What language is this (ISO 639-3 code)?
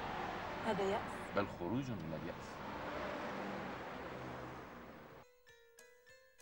ara